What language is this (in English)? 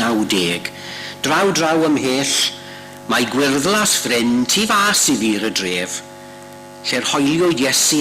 Welsh